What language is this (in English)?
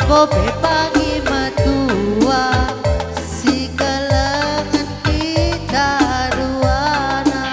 Batak Karo